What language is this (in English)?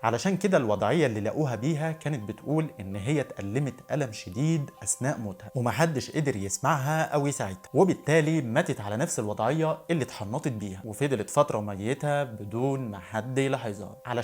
Egyptian Arabic